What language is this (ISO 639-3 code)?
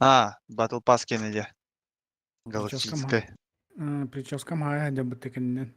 sah